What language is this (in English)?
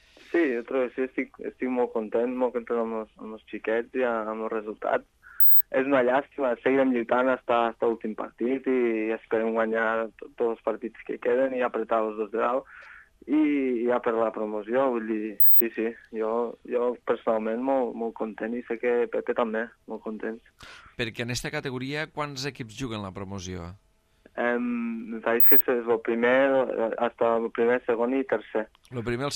Catalan